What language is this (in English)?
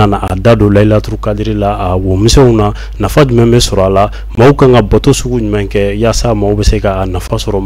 Bambara